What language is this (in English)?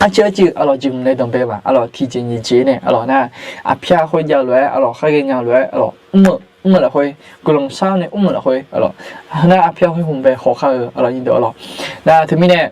Akha